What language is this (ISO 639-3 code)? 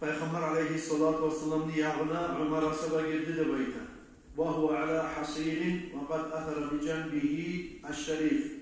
kum